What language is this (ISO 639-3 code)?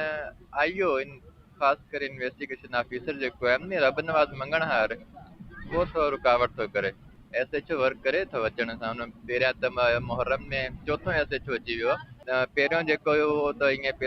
snd